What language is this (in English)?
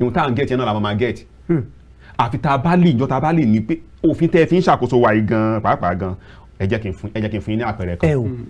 Yoruba